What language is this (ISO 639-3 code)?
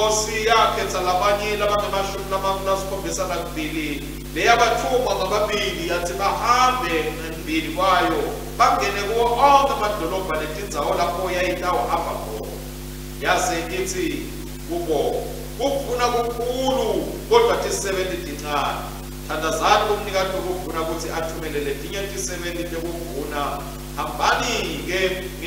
ssw